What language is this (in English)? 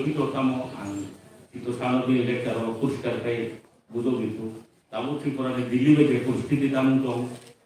Kok Borok